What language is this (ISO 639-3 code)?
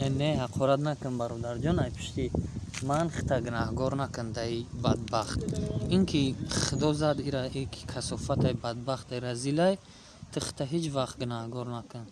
tgk